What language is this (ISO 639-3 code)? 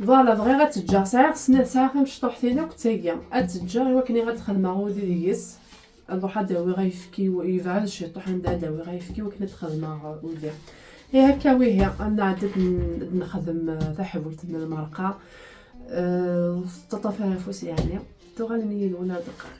kab